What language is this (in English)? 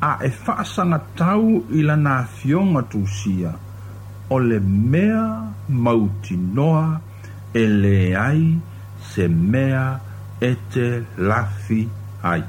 Samoan